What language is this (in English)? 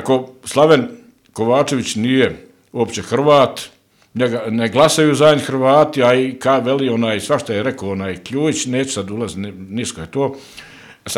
Bosnian